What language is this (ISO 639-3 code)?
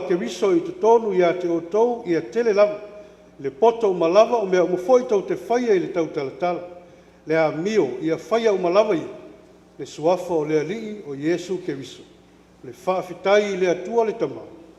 smo